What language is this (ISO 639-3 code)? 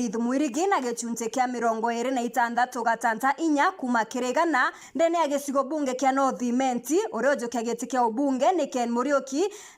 mer